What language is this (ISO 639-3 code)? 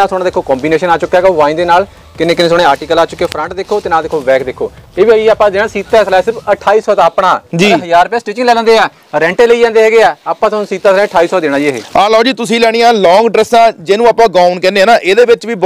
pan